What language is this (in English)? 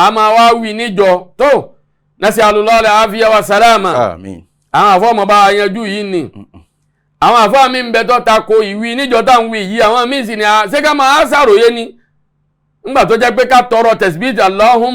Yoruba